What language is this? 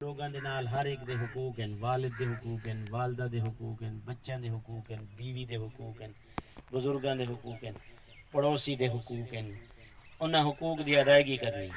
Saraiki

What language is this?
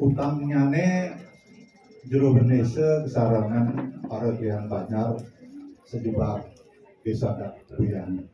Balinese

